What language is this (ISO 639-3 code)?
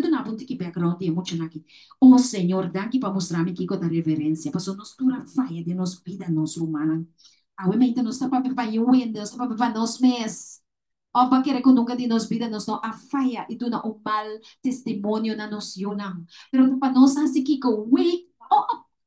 pap